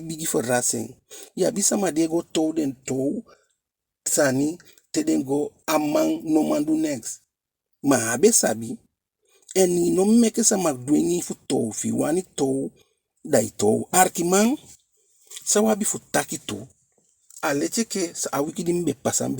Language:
Eastern Maroon Creole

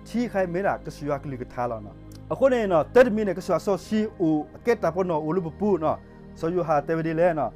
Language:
S'gaw Karen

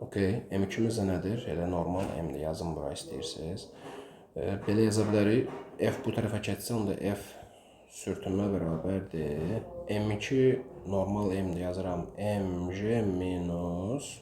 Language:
Azerbaijani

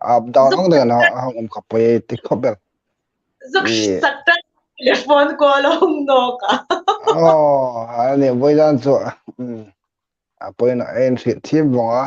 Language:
Hmar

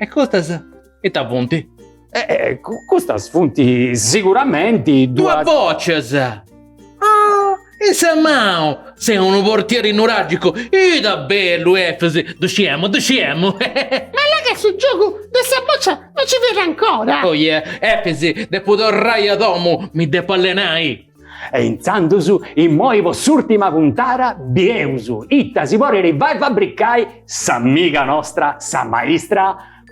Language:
Sardinian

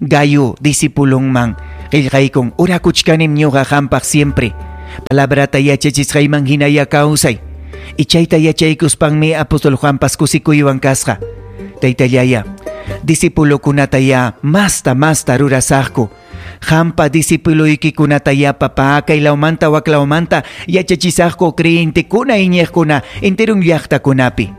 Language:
Ayacucho Quechua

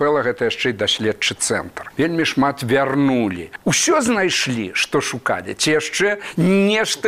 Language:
Belarusian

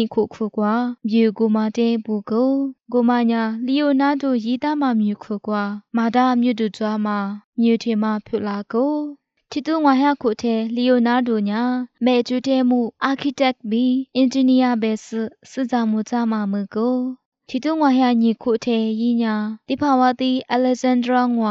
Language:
Lisu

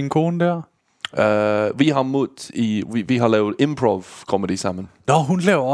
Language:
Danish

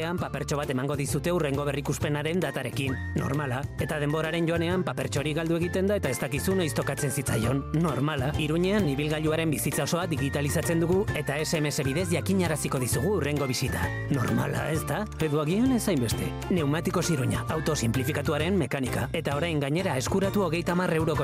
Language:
Basque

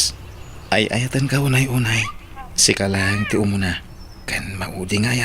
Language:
Iloko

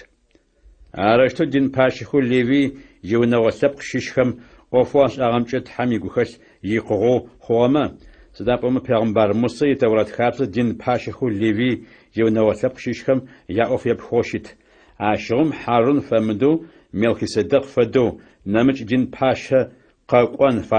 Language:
Adyghe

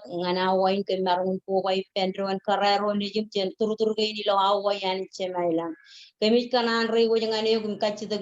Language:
Marshallese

